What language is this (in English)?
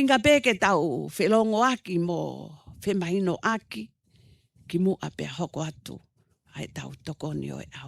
Tongan